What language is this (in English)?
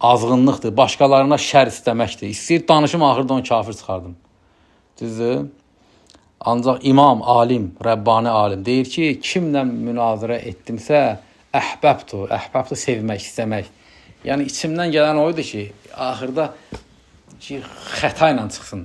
Azerbaijani